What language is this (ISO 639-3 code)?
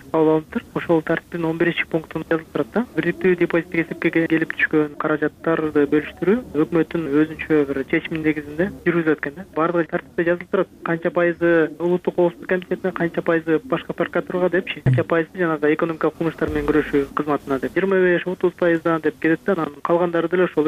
kir